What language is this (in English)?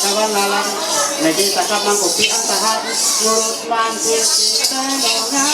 Ma'anyan